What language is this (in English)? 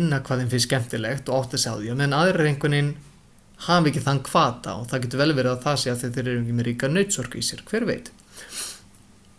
Icelandic